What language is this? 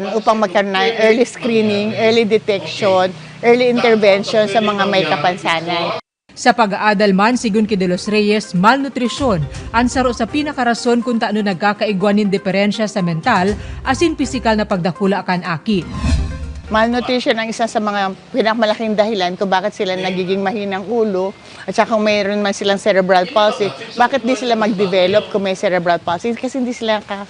Bikol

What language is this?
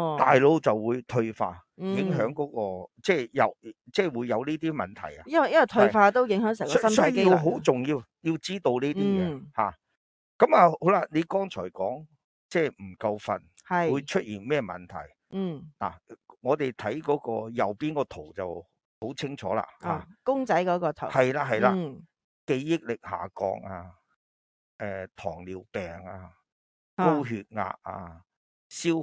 Cantonese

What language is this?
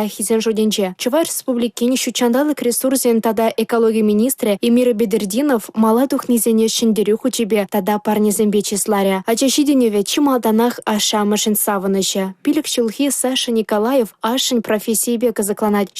Chuvash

